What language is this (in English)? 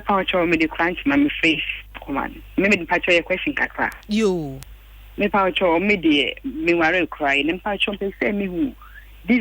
Akan